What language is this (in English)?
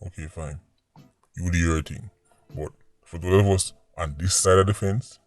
Jamaican Creole English